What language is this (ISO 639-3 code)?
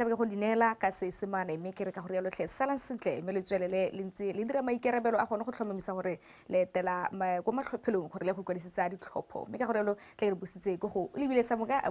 tsn